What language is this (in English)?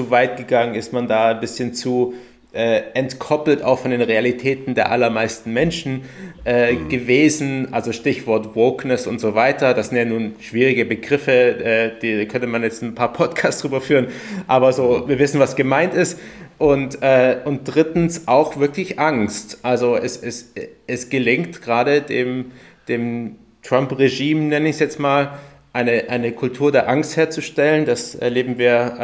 German